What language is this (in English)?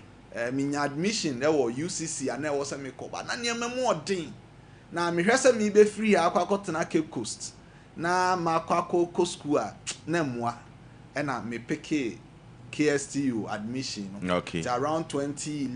Akan